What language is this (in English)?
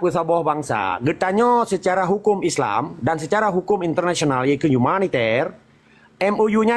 Achinese